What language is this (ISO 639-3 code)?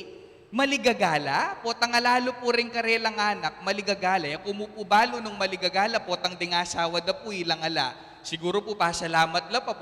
pam